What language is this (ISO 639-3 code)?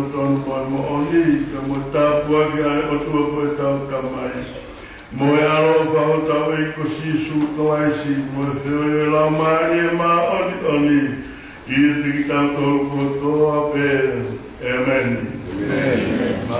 ton